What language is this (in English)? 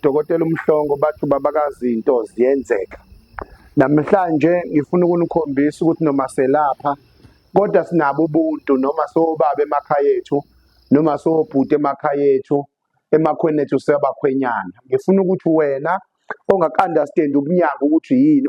Zulu